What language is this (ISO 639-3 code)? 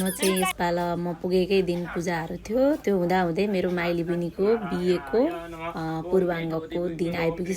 nep